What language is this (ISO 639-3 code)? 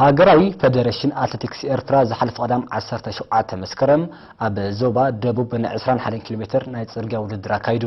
tir